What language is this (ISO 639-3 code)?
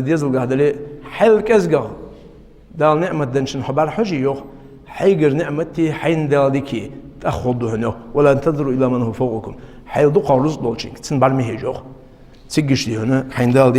inh